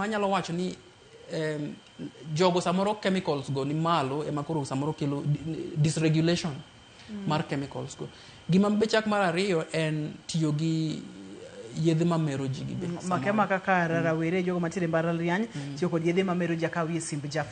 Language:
Luo (Kenya and Tanzania)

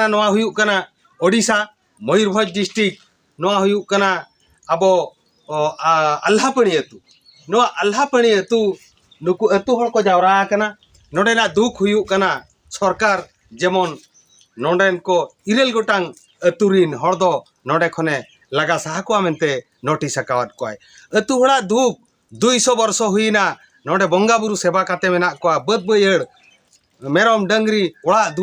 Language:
Santali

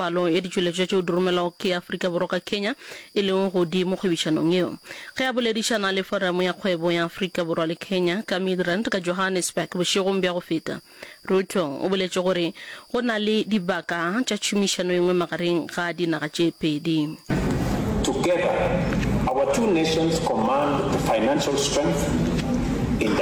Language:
Northern Sotho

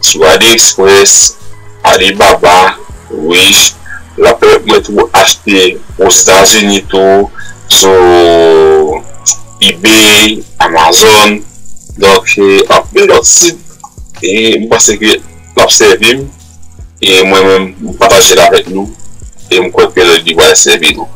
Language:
Haitian Creole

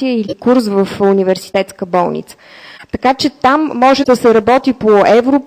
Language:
Bulgarian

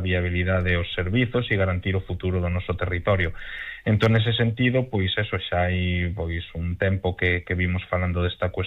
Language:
Galician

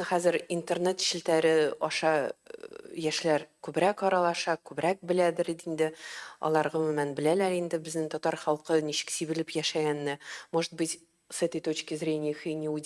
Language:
Tatar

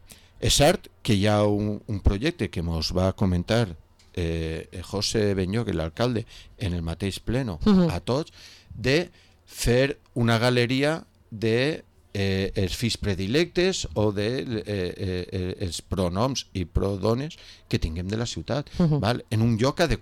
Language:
Catalan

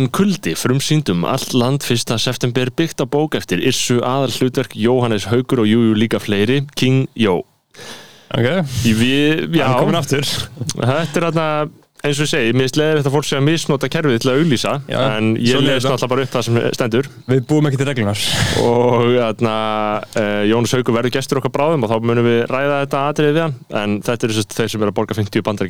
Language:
Icelandic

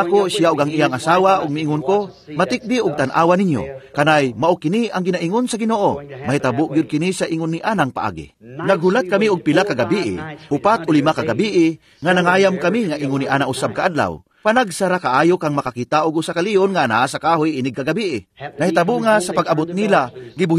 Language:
Cebuano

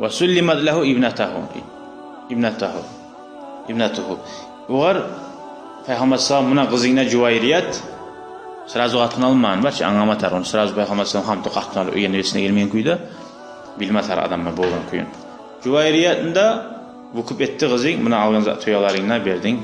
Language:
Kumyk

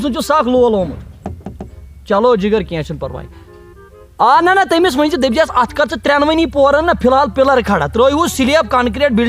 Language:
Kashmiri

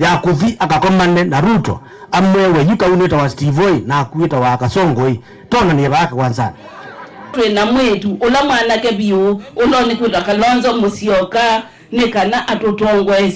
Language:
Kamba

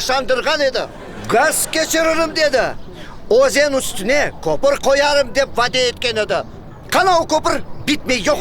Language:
Crimean Tatar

